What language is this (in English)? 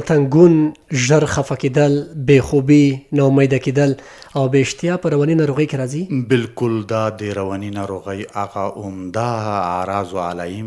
Pashto